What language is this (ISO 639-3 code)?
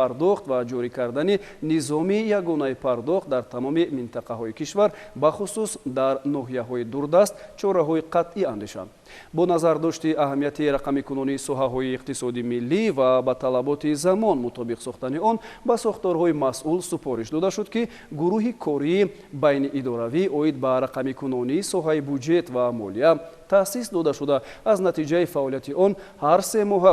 tgk